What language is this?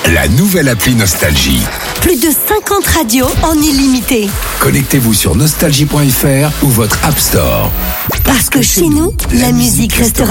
French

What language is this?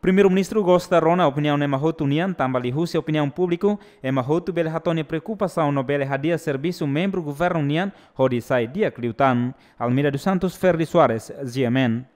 Tetum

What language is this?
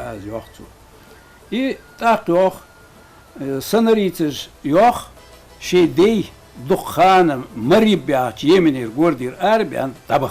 Ingush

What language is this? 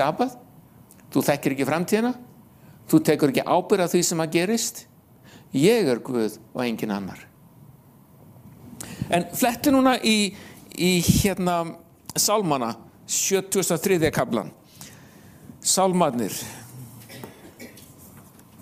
Icelandic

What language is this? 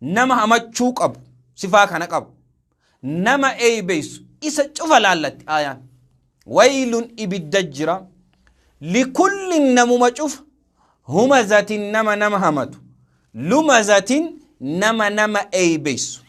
Oromo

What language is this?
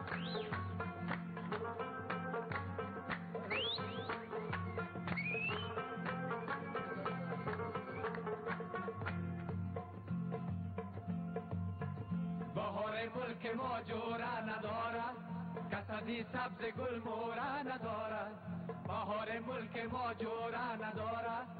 Persian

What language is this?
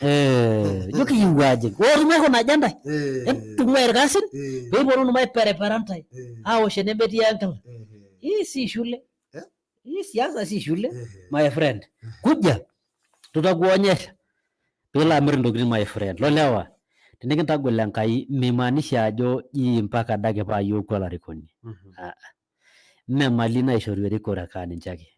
Masai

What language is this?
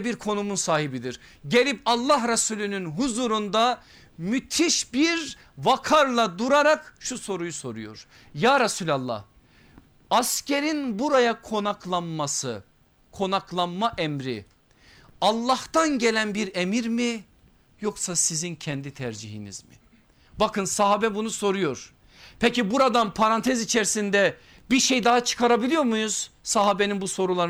Turkish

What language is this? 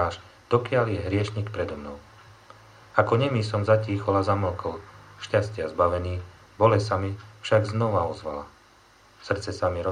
Slovak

